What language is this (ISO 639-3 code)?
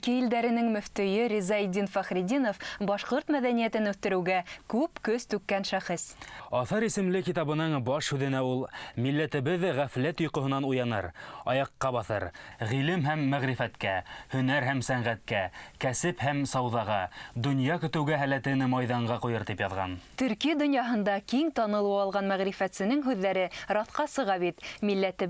bak